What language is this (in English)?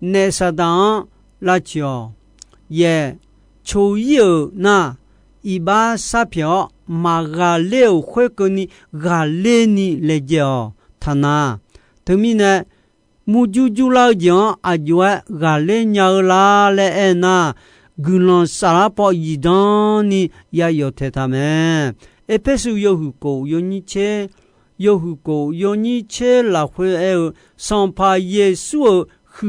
Akha